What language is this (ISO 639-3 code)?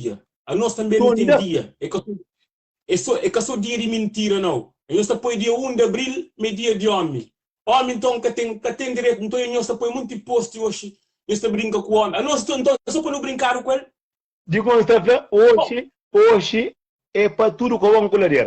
kea